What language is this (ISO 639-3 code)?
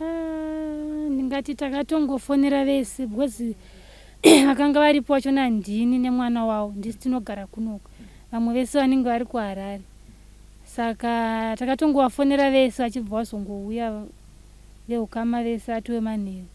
sna